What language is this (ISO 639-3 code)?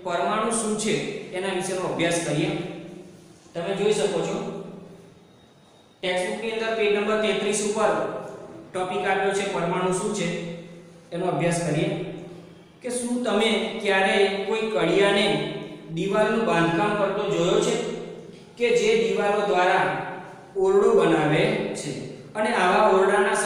guj